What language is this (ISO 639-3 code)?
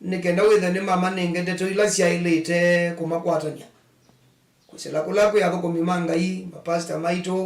kam